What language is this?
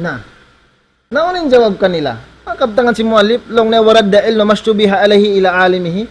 Tausug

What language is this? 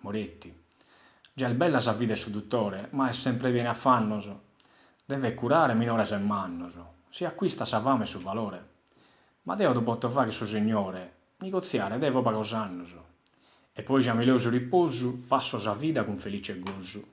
Sardinian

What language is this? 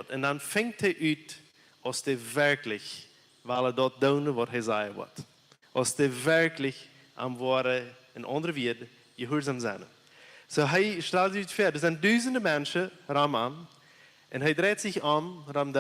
Plautdietsch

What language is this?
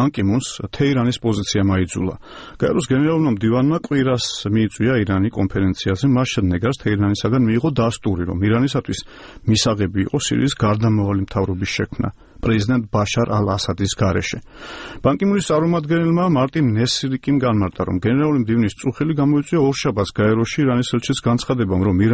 Georgian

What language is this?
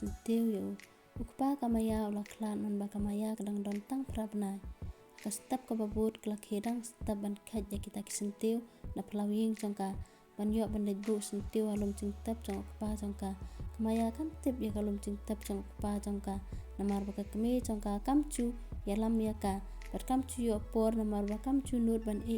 Khasi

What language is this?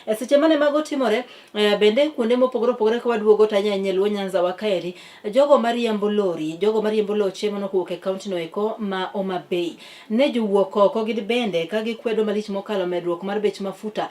Luo (Kenya and Tanzania)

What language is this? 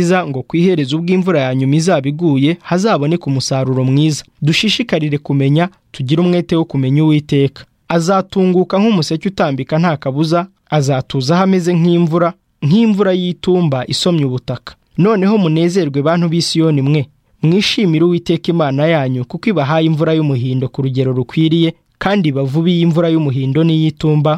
Kinyarwanda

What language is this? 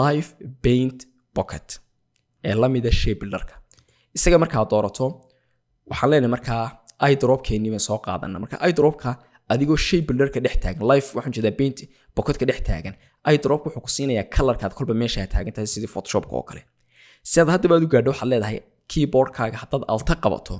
Somali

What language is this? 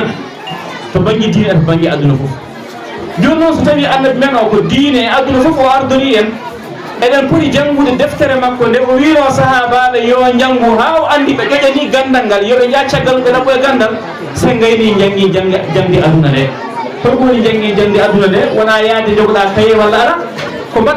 Fula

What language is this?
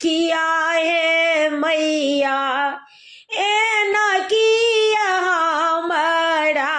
Maithili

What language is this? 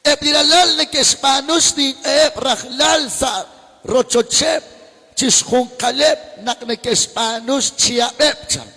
Kekchí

